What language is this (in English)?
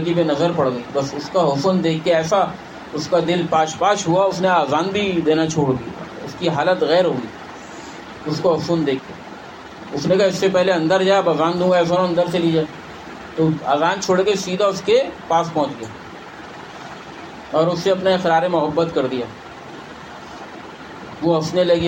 Urdu